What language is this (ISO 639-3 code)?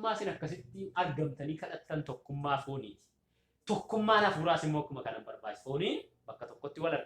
orm